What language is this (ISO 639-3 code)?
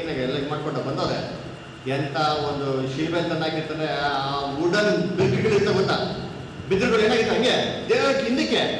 kan